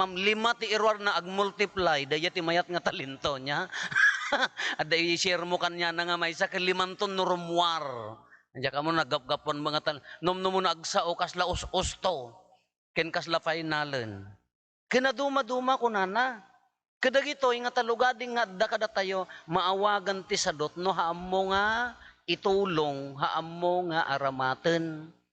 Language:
Iloko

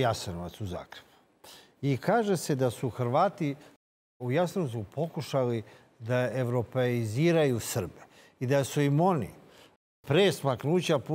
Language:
Serbian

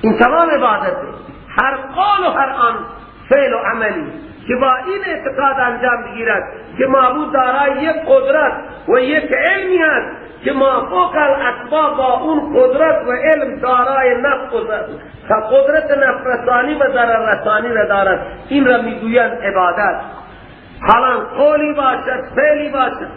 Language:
Persian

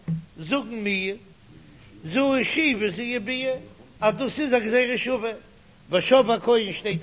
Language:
Yiddish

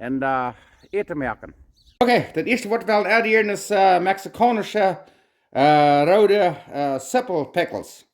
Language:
Plautdietsch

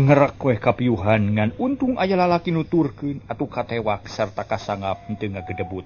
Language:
Sundanese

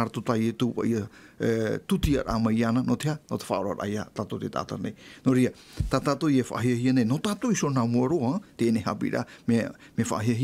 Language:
Tahitian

